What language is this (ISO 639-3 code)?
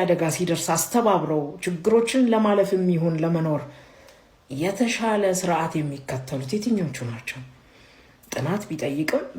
amh